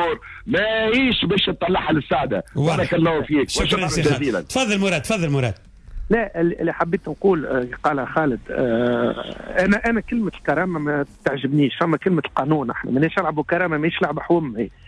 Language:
Tunisian Arabic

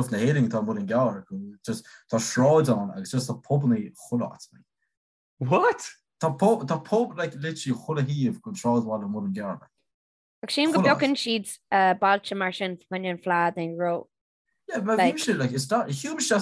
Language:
Irish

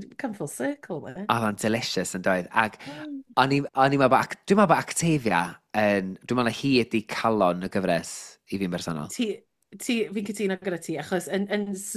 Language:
Welsh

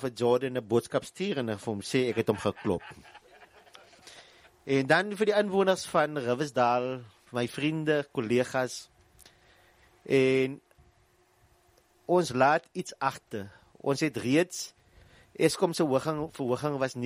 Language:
Afrikaans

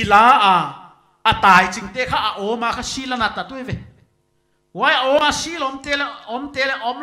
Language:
Paite Chin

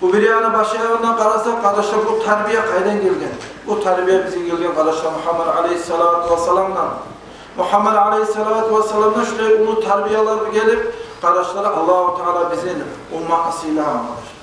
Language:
Kumyk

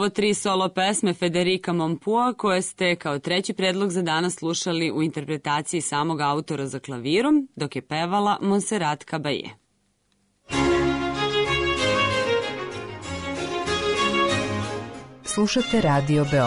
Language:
Serbian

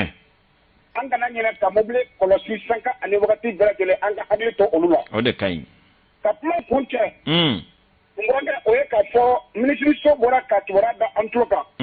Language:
Bambara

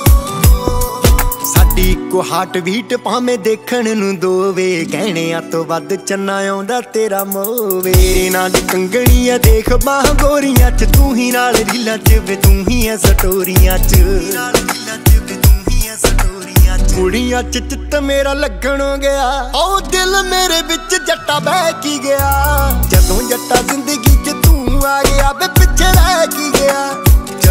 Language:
Punjabi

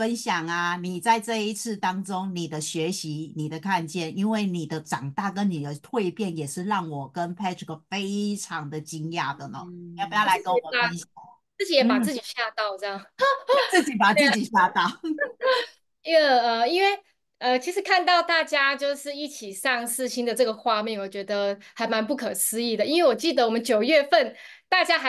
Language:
Chinese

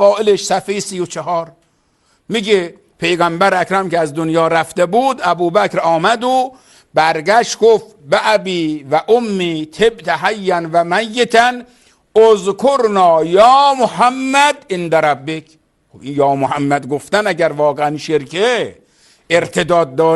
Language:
Persian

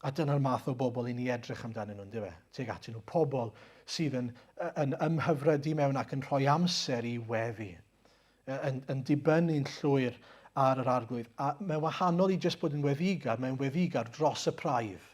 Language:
Welsh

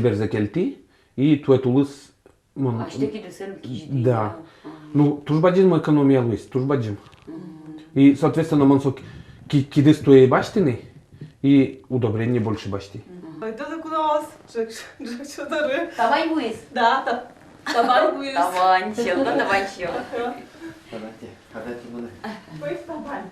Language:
Udmurt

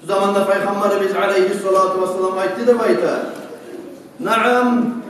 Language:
Kumyk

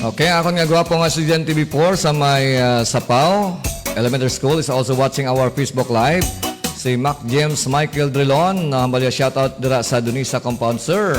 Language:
Hiligaynon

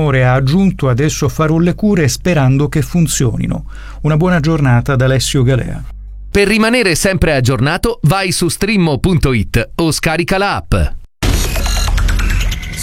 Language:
Italian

